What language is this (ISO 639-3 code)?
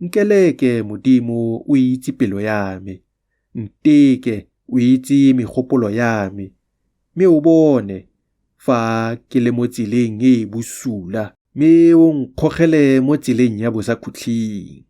tsn